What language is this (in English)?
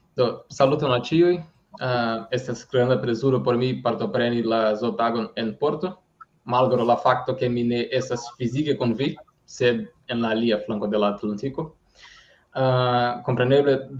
Esperanto